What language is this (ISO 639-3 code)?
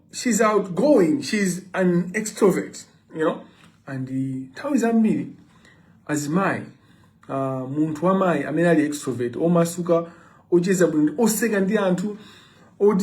nya